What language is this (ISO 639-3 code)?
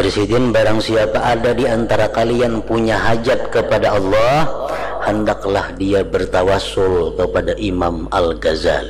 bjn